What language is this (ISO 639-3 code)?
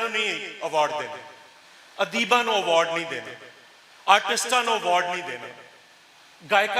lah